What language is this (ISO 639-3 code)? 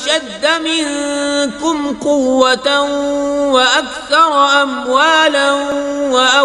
kas